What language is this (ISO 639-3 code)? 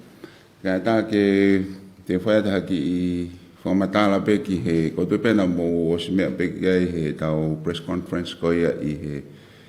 ton